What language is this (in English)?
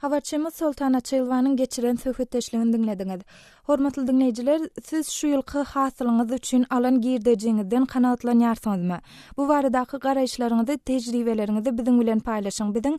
Turkmen